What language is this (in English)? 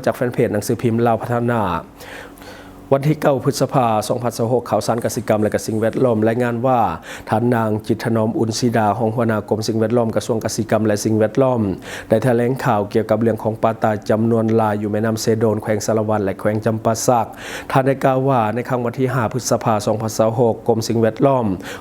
Lao